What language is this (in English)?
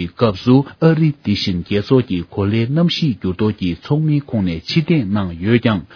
Tibetan